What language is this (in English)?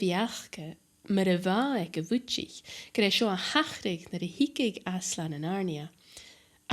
Scottish Gaelic